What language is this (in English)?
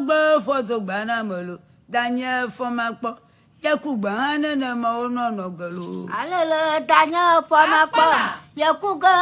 Ewe